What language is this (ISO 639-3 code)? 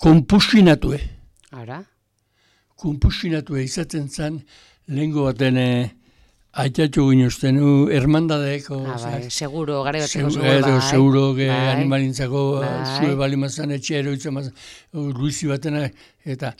eus